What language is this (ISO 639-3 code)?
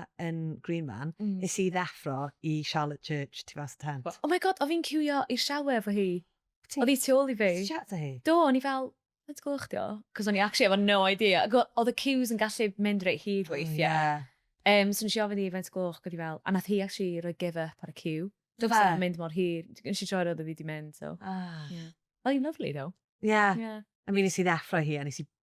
cym